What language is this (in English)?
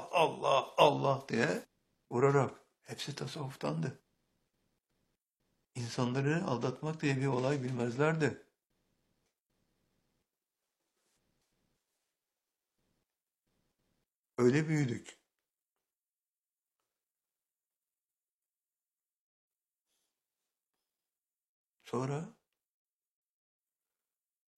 Turkish